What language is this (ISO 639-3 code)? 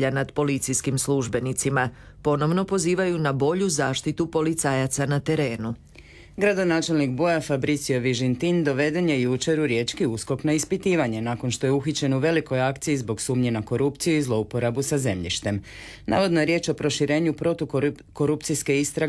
hrv